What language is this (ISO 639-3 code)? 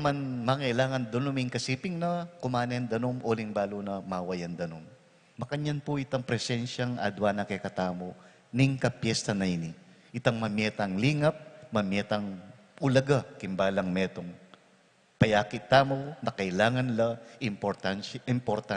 pam